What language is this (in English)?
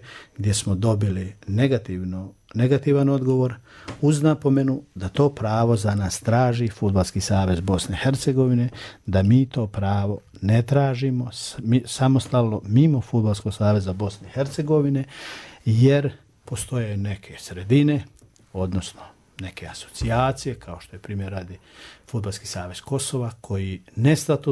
Serbian